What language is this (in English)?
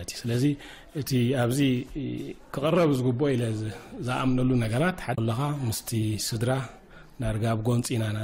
Tigrinya